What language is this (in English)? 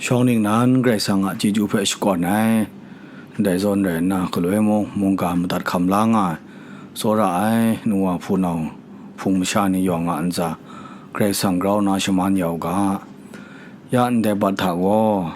Kachin